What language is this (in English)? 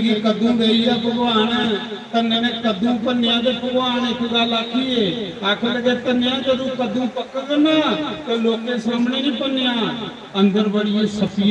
Dogri